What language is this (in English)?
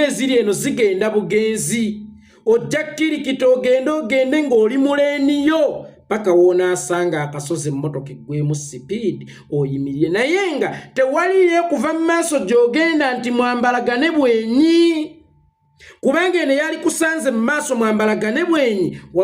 Ganda